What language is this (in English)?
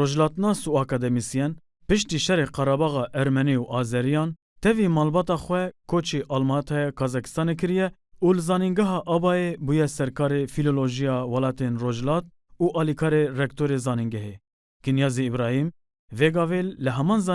Kurdish